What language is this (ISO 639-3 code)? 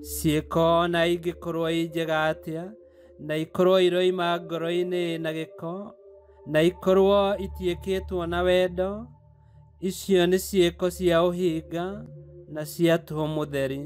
kik